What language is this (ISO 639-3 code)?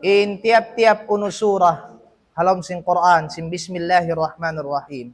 tsg